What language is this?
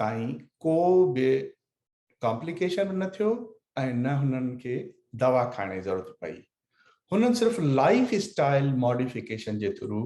Sindhi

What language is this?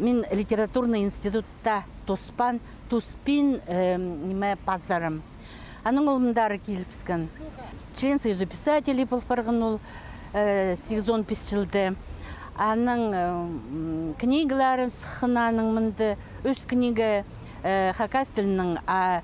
Khakas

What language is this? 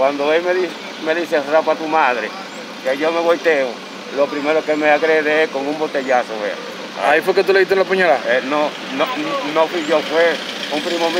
Spanish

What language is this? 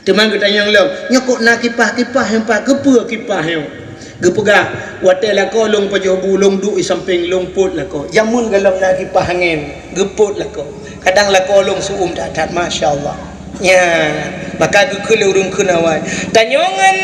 Achinese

